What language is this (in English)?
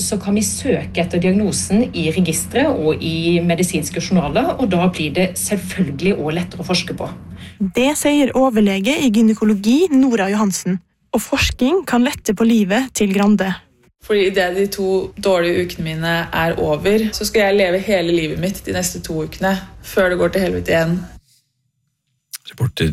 Norwegian